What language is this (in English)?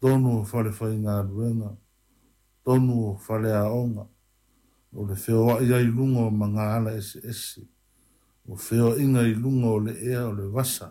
Samoan